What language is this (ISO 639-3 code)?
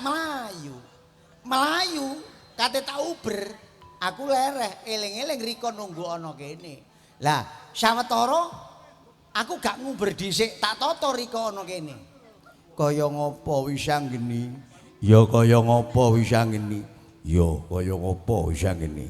jav